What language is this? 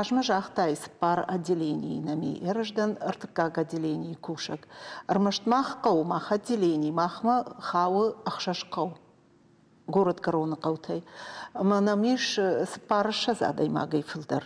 Ossetic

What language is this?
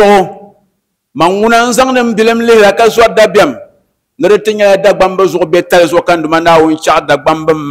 Dagbani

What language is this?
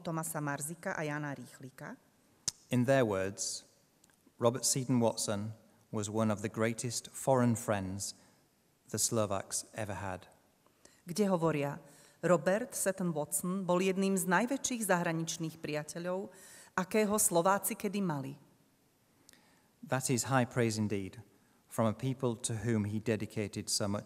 Slovak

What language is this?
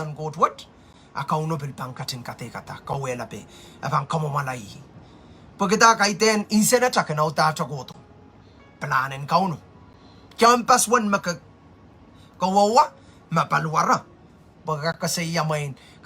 Pohnpeian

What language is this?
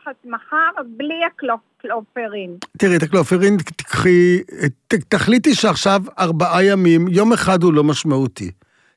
Hebrew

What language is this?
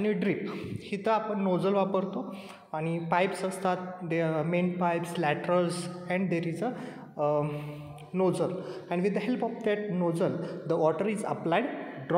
Marathi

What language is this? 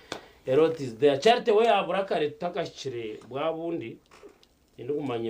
Nyankole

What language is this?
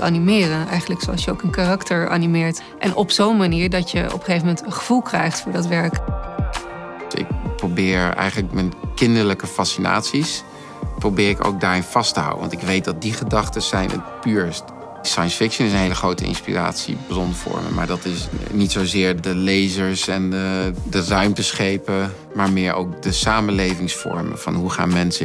Dutch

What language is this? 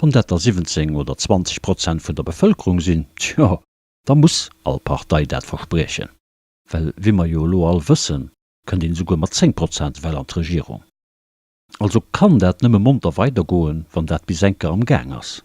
Luxembourgish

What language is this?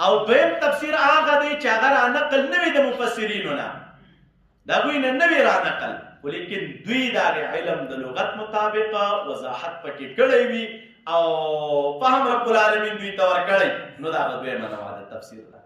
Pashto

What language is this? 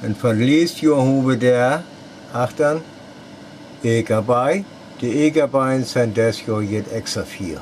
Northern Frisian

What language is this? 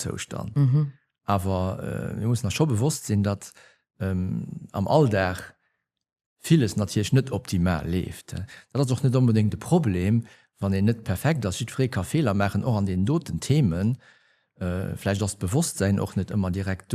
Luxembourgish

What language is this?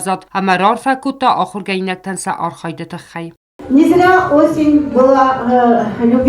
Ossetic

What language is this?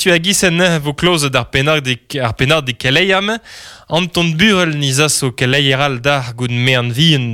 Breton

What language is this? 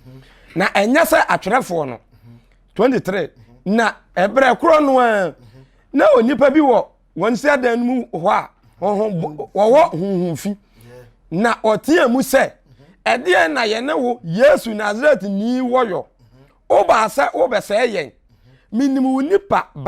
Akan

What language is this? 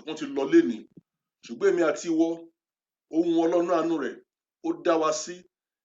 Yoruba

